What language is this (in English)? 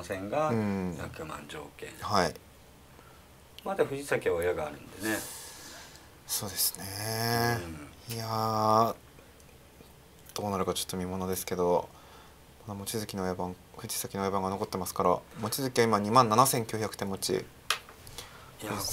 Japanese